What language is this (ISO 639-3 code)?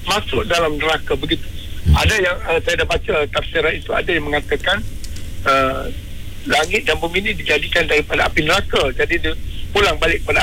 msa